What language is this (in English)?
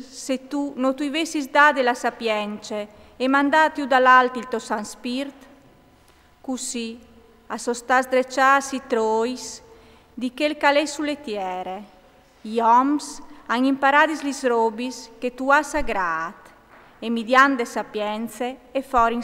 Friulian